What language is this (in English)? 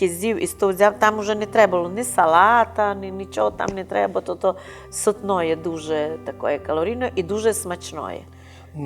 Rusyn